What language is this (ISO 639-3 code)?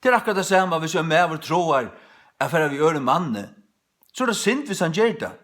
fao